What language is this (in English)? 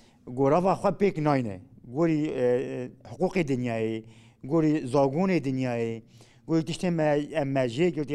Kurdish